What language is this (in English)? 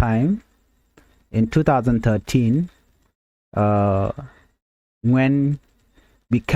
Nuer